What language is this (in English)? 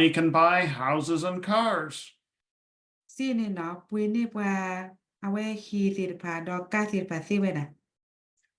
S'gaw Karen